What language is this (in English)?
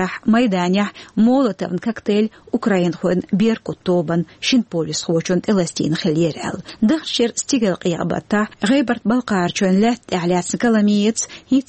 Chechen